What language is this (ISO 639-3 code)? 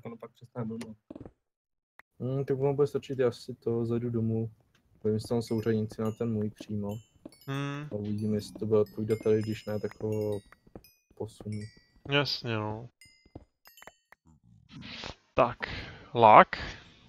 ces